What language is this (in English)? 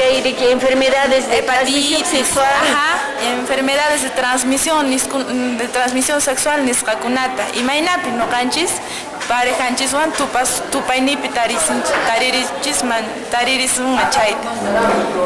Quechua